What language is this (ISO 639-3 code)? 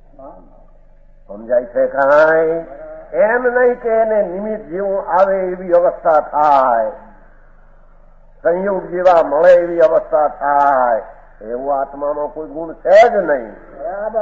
guj